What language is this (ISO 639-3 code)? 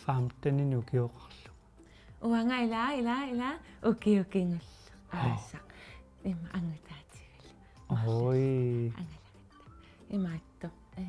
kal